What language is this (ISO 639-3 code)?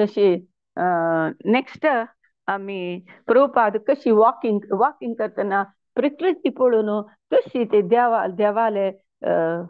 kok